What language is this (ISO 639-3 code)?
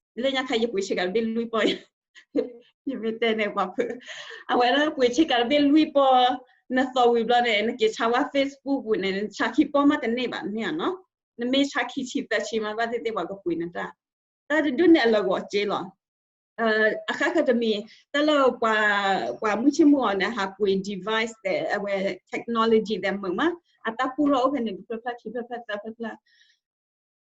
ksw